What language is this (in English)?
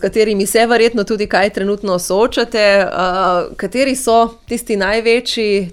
Slovenian